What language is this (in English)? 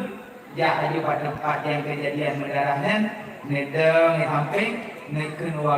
Achinese